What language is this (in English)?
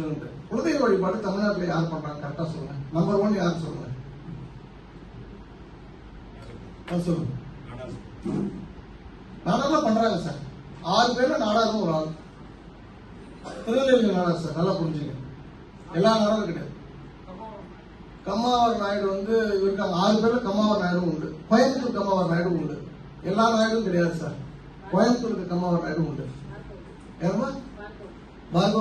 Tamil